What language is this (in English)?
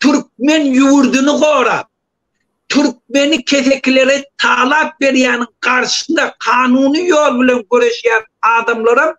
Turkmen